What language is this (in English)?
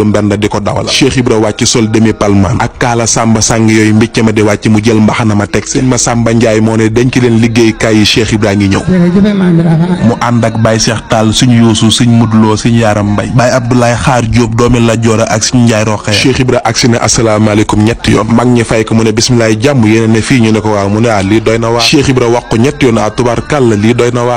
Wolof